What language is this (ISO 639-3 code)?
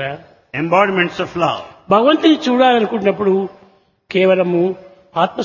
tel